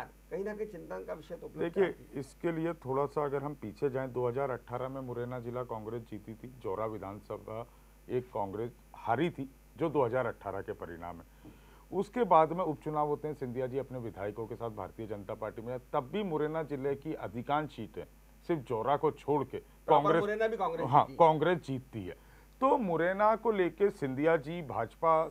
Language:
Hindi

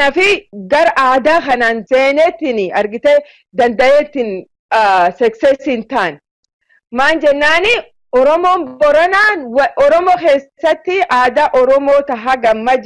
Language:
Oromo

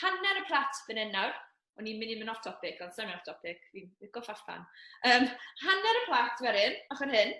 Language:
Welsh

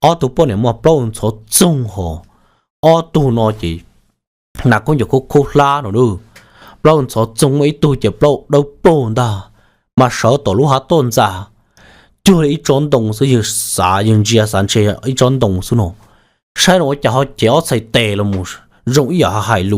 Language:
Hmong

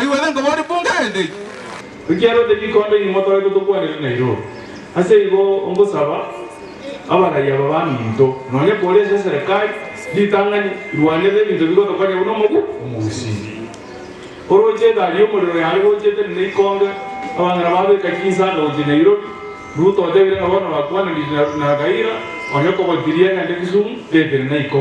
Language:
Gusii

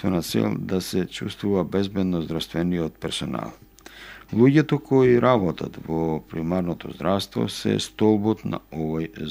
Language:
Macedonian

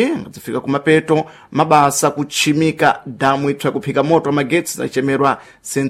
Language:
Sena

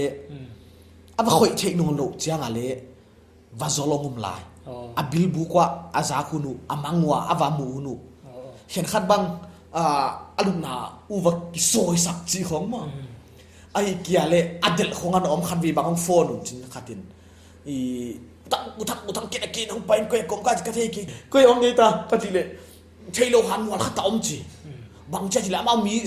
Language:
Paite Chin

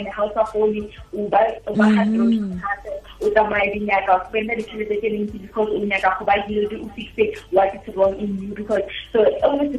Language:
Tswana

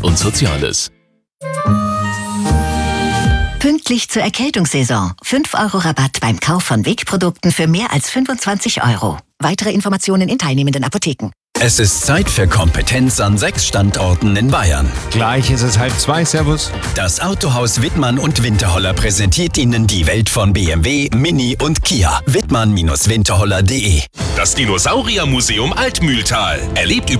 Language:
German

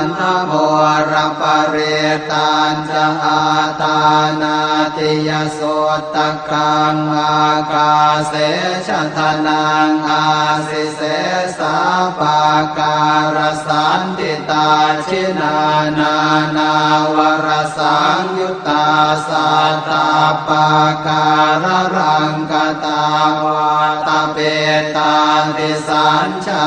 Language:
Pali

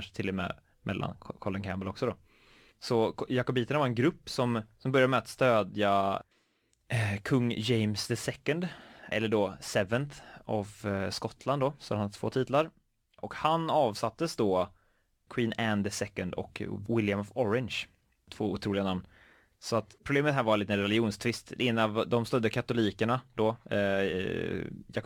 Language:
Swedish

